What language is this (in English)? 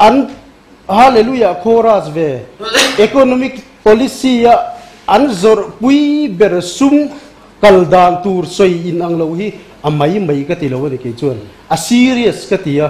Mizo